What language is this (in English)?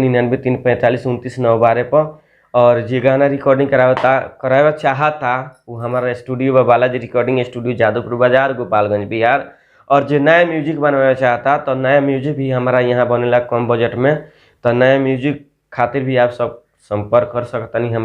Bhojpuri